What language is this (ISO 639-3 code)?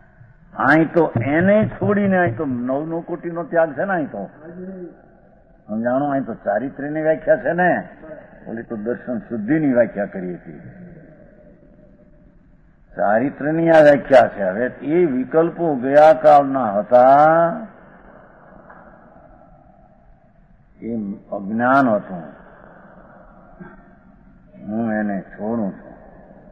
guj